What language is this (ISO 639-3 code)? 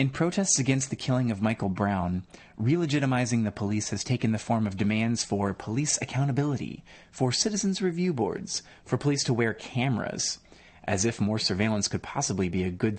eng